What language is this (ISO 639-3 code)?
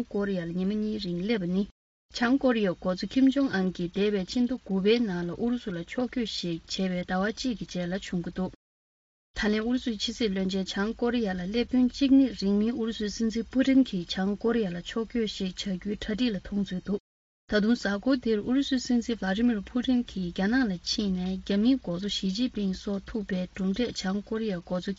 bod